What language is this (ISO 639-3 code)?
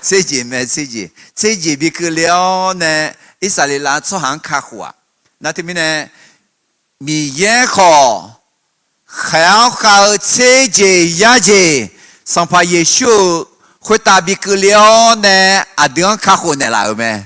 ahk